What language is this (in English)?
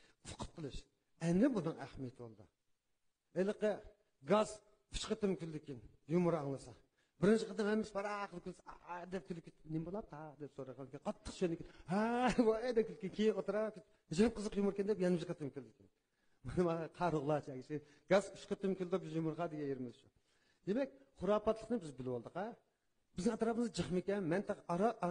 Uyghur